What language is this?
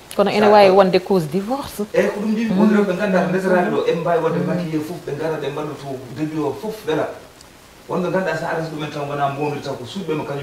Fula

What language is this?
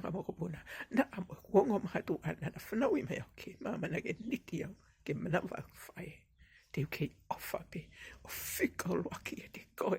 Tongan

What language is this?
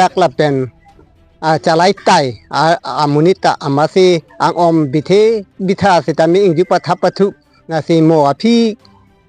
Karbi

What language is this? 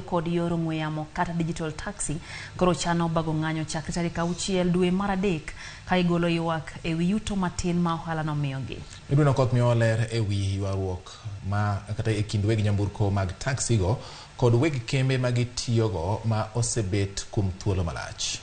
Luo (Kenya and Tanzania)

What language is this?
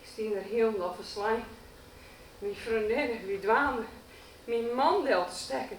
Western Frisian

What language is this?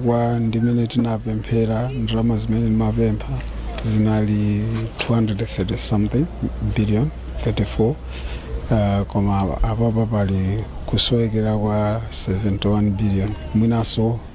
Nyanja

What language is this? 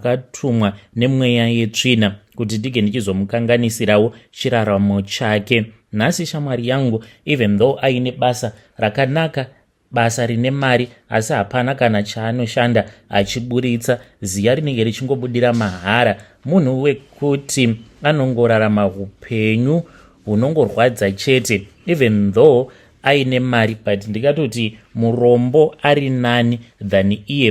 Shona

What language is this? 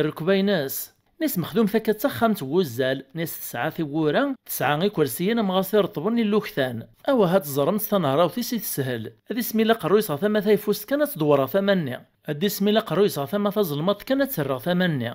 Kabyle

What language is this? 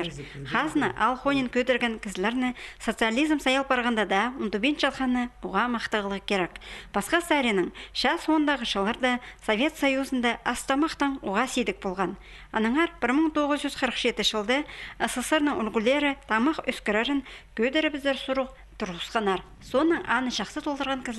Khakas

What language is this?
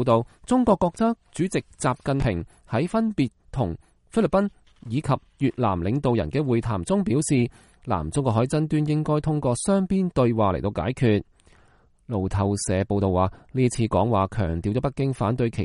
Cantonese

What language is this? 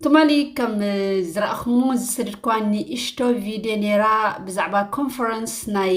Tigrinya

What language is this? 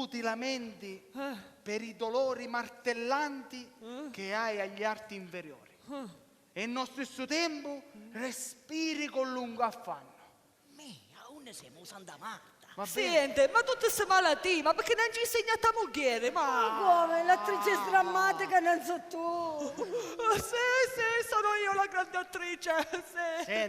Sicilian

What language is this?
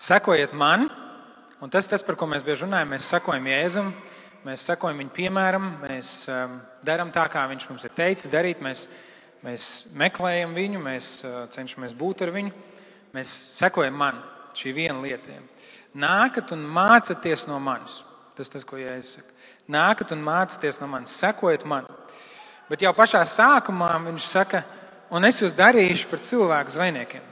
Latvian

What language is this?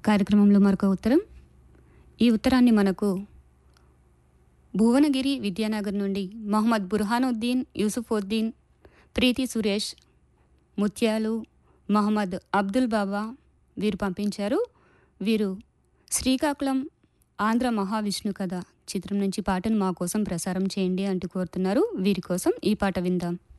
Telugu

